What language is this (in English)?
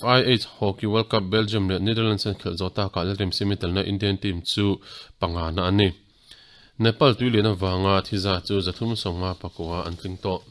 Mizo